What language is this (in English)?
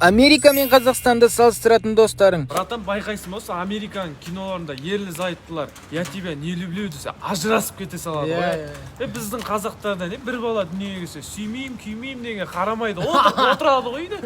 Kazakh